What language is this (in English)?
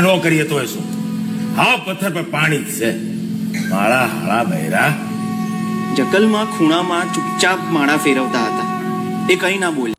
Gujarati